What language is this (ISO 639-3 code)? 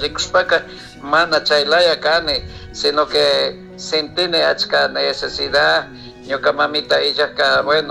qug